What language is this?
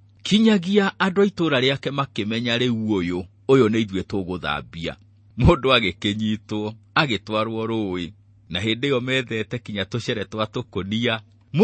Kikuyu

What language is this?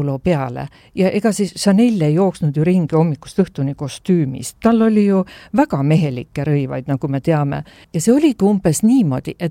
Estonian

